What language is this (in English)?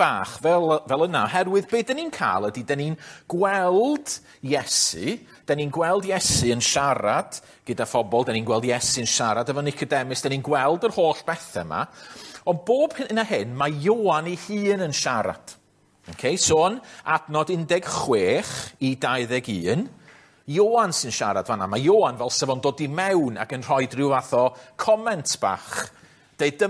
Welsh